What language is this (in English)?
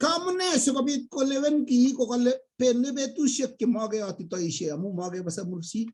Kalenjin